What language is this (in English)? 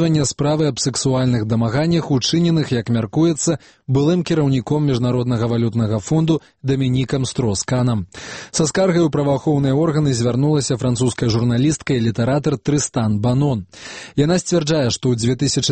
Belarusian